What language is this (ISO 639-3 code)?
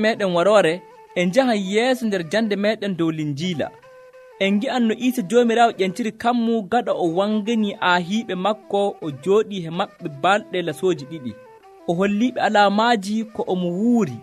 fuv